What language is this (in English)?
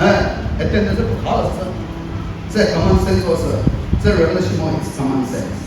Chokri Naga